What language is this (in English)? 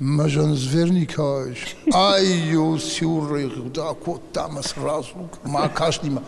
Ossetic